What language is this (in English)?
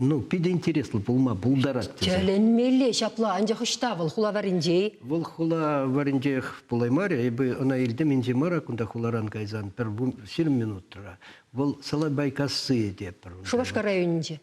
Chuvash